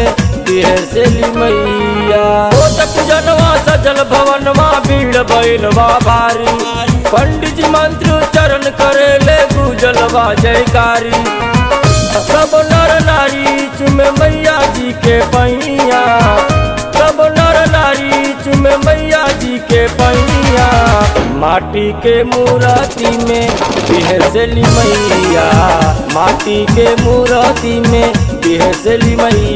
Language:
Bhojpuri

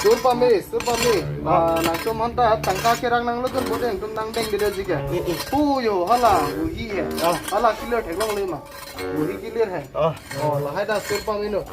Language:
Karbi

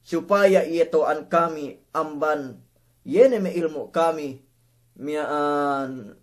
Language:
Yakan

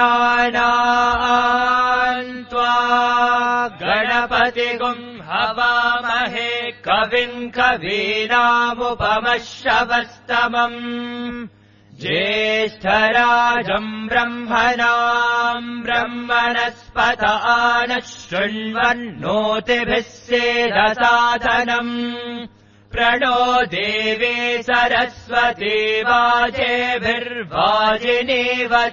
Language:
Sanskrit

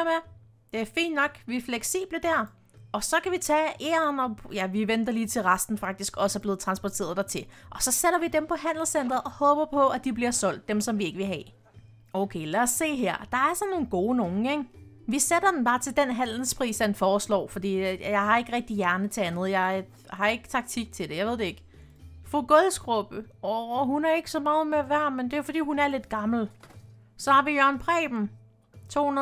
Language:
Danish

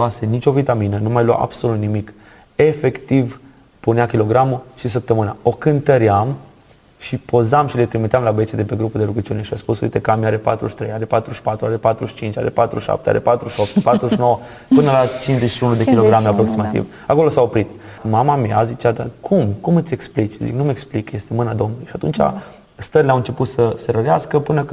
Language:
Romanian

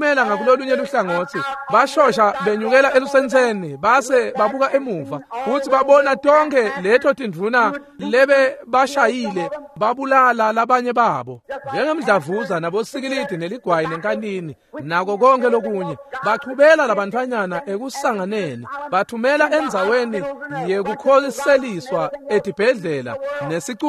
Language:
Swati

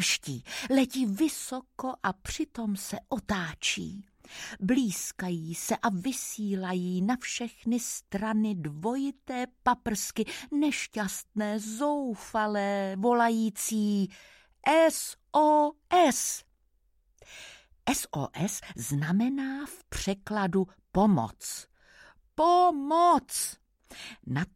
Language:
Czech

